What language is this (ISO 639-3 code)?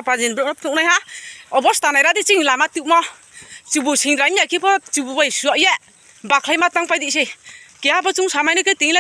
ria